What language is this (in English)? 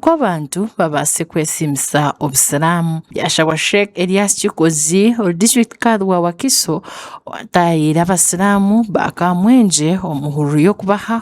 Nyankole